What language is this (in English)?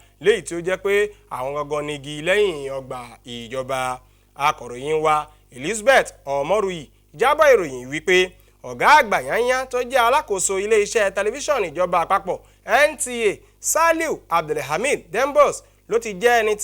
Yoruba